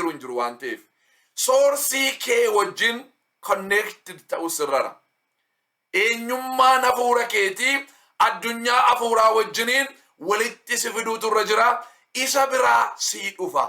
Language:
Oromo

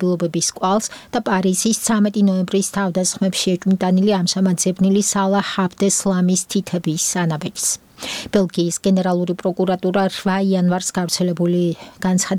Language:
Georgian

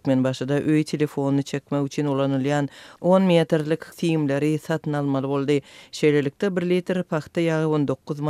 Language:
Turkmen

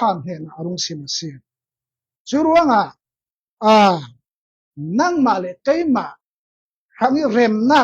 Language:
Falam Chin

